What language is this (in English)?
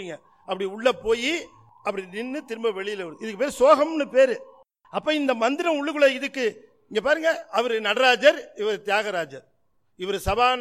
Tamil